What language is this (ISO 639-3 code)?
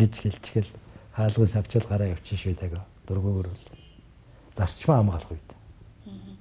mon